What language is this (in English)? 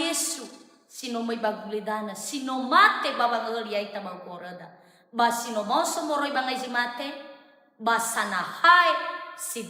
Nias